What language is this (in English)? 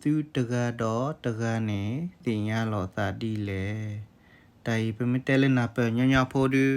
S'gaw Karen